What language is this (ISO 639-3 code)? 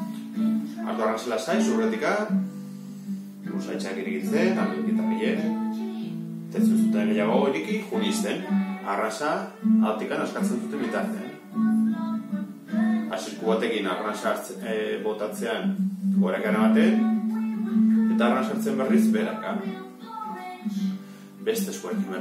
eus